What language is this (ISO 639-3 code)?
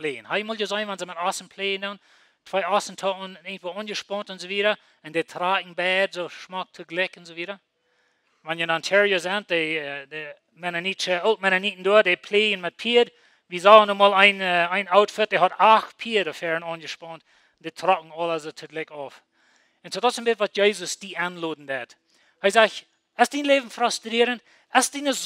pdt